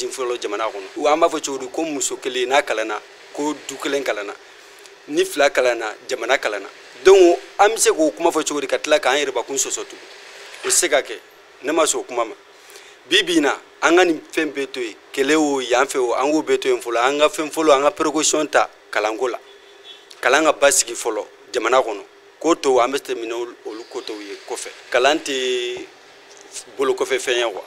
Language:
Bambara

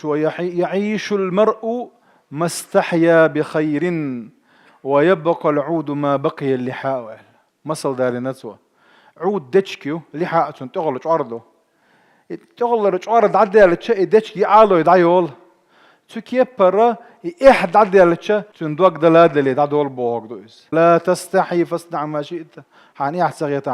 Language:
Chechen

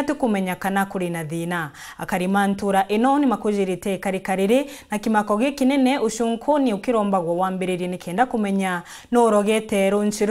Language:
Meru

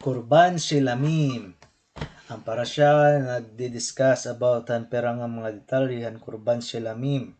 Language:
Waray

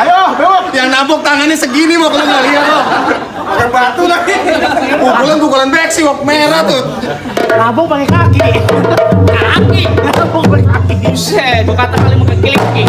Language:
Betawi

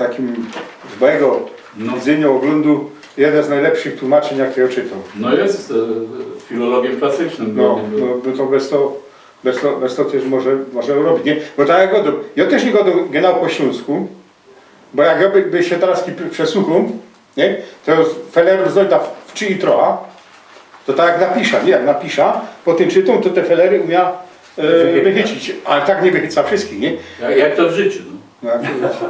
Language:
Silesian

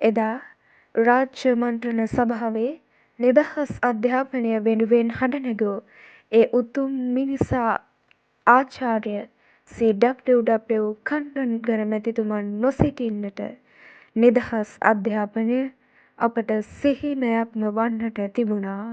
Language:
Sinhala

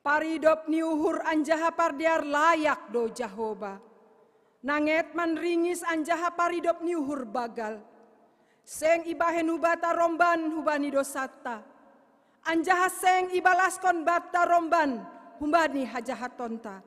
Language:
Batak Simalungun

